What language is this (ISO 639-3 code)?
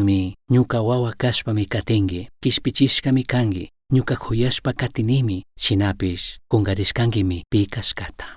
qug